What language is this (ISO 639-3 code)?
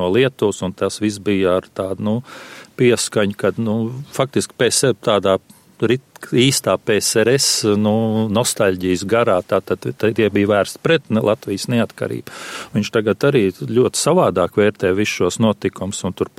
lav